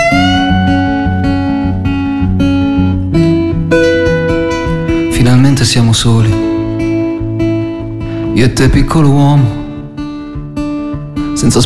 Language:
Italian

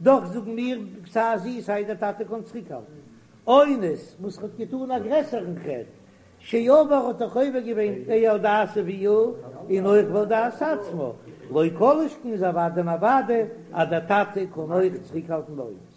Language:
Yiddish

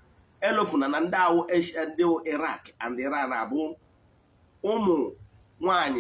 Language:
Igbo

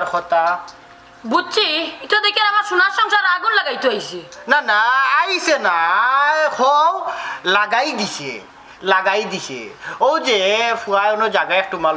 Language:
Sylheti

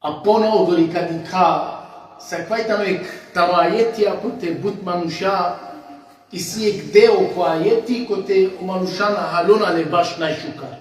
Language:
Balkan Romani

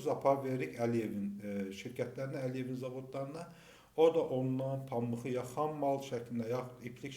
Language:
Azerbaijani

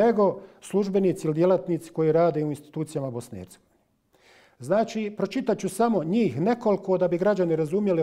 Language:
Bosnian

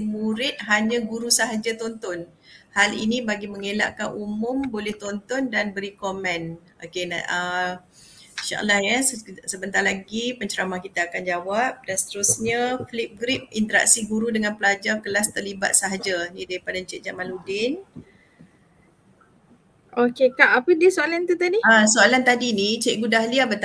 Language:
Malay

